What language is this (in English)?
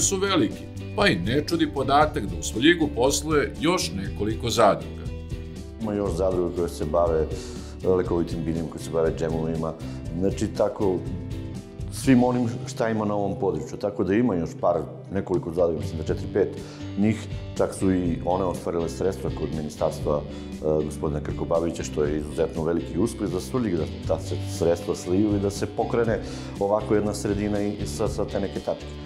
Serbian